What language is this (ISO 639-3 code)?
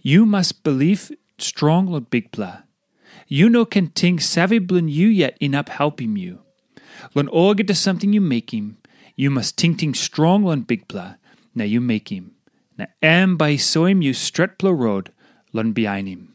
tpi